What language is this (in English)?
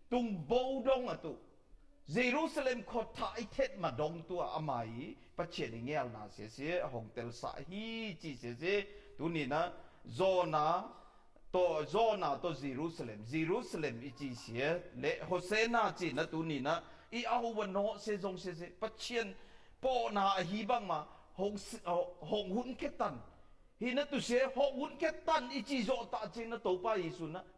Tedim Chin